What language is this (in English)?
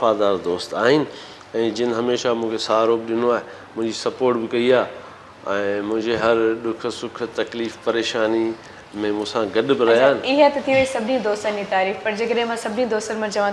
Sindhi